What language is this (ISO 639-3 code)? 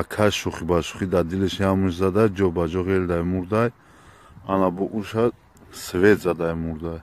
tgk